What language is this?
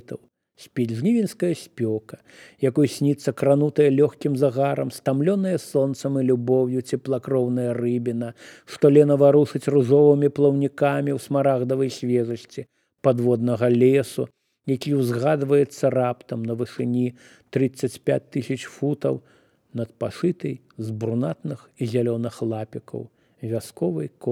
Belarusian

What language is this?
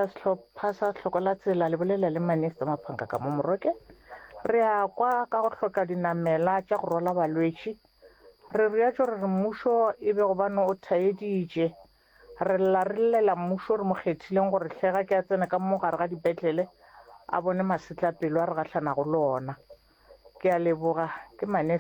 Northern Sotho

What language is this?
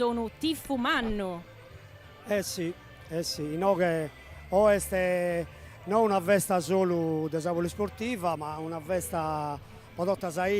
Sardinian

